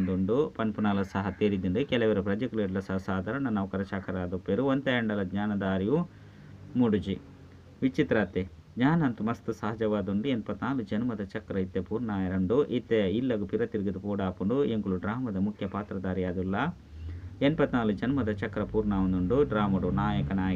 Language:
Tulu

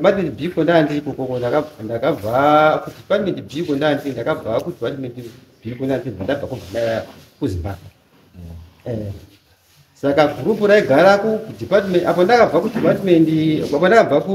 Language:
Shona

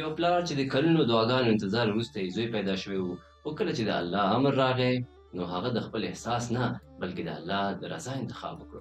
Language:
Pashto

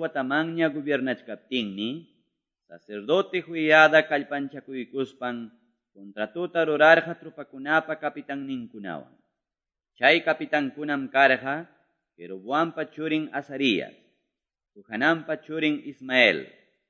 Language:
Quechua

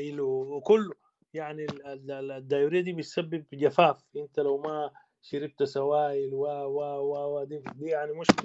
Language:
Sudanese Arabic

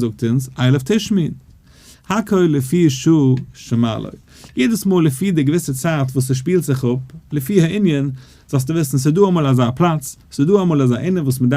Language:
Yiddish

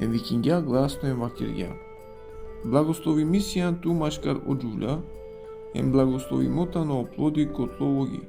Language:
Balkan Romani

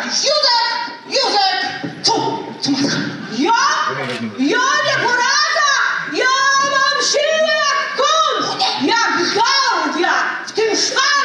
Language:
Silesian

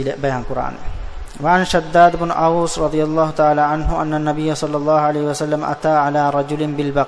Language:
Divehi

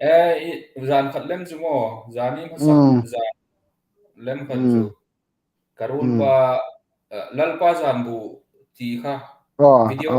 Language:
Hmar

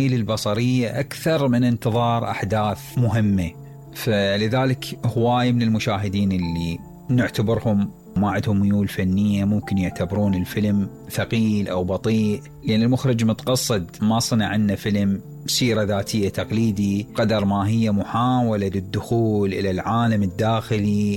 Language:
Mesopotamian Arabic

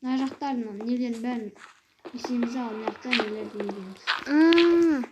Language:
Kazakh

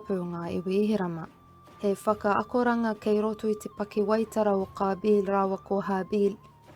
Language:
Māori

